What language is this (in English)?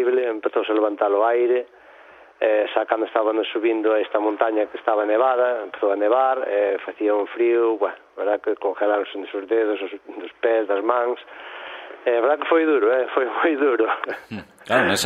Galician